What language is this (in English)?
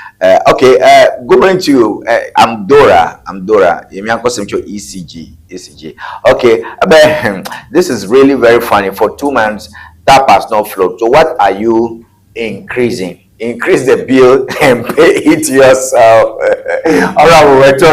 Ewe